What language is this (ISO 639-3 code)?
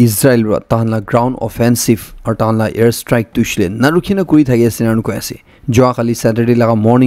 nag